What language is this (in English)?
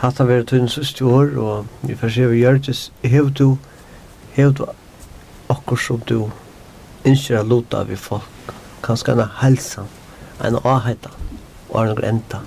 Faroese